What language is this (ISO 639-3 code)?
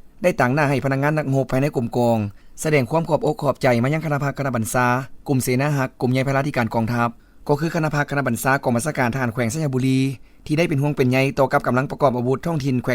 lao